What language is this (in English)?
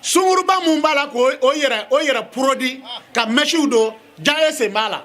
Bambara